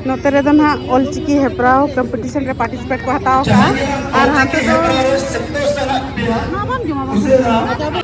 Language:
Santali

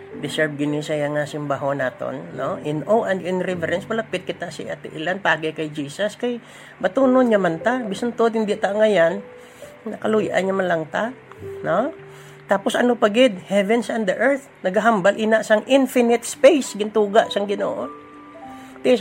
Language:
Hiligaynon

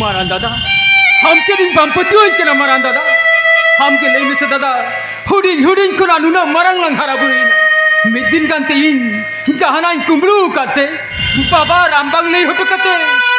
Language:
Santali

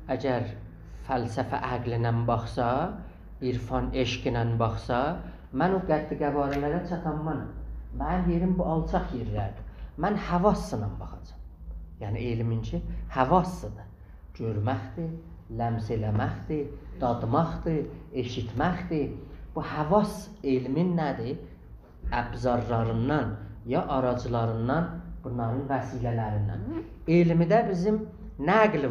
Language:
South Azerbaijani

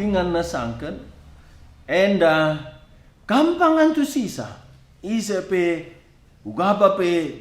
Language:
Batak Karo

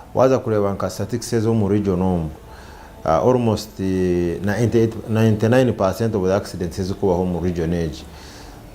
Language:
Nyankole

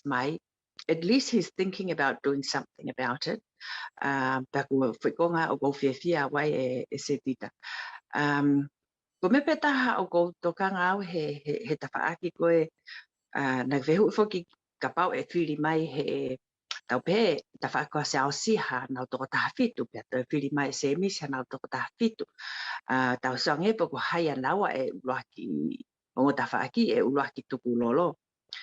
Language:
Tongan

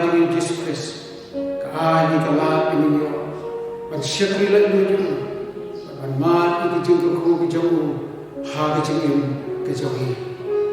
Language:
Khasi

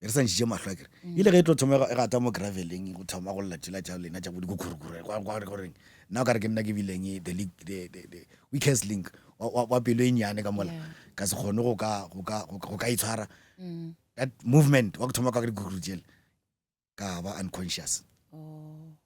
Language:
Northern Sotho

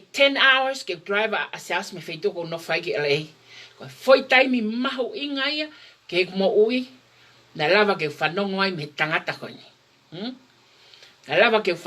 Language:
Tongan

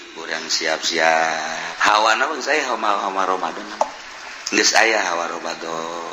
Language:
Sundanese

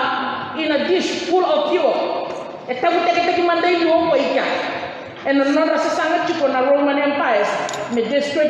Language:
Fijian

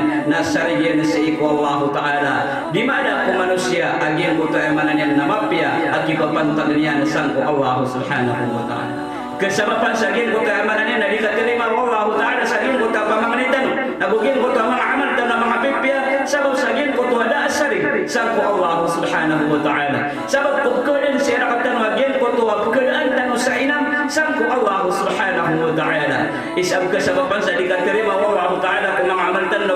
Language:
Maranao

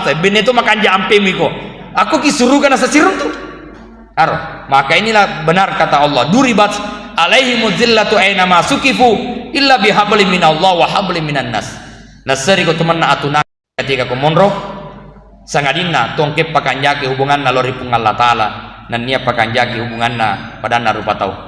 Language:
Buginese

